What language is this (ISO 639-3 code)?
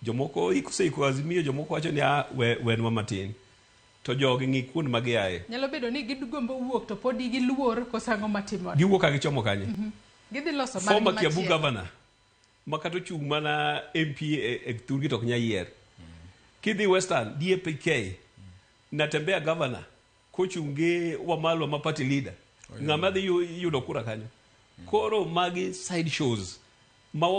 luo